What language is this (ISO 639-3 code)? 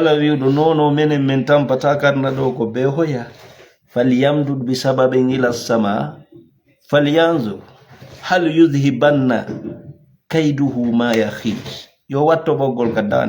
ful